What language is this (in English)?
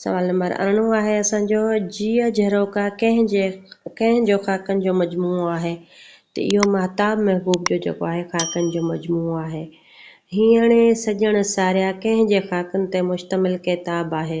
Sindhi